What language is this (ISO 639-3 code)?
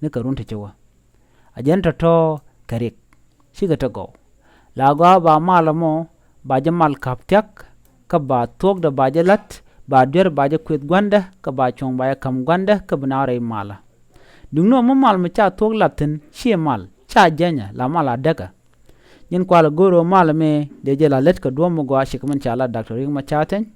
nus